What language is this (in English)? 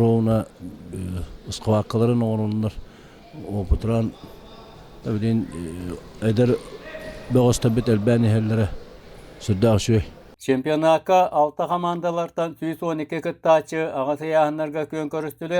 Yakut